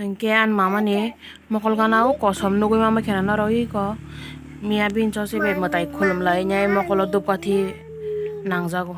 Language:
Kok Borok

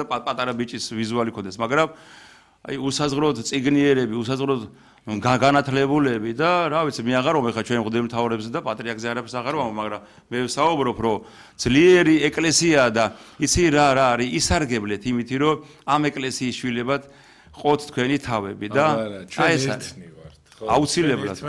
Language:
Georgian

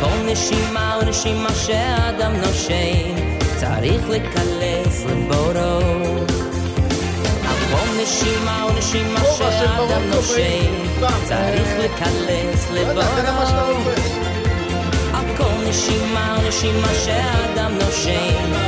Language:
Hebrew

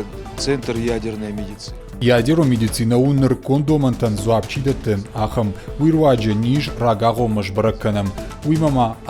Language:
Ossetic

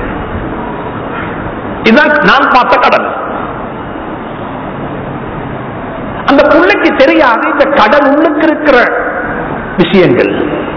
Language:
Tamil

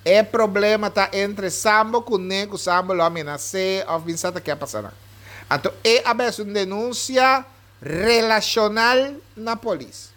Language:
Papiamento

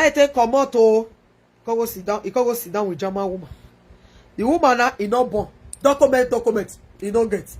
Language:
Nigerian Pidgin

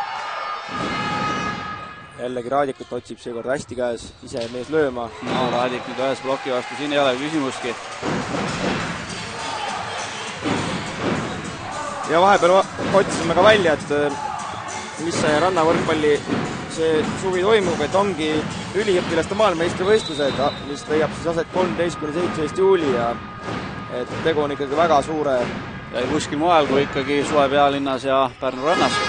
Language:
Estonian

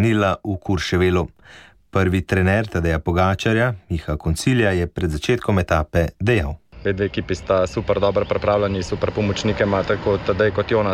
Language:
Slovenian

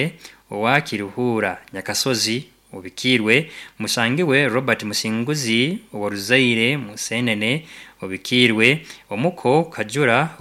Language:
Nyankole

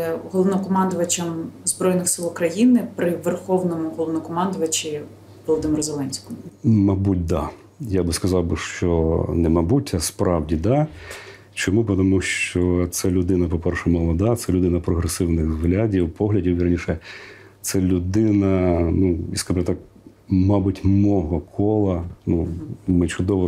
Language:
Ukrainian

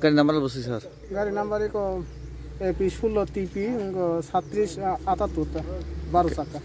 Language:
Kok Borok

